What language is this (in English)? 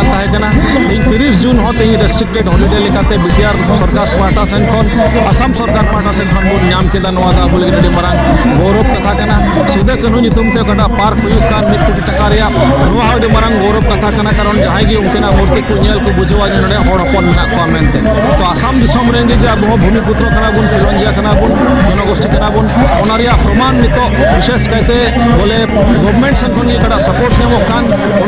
Santali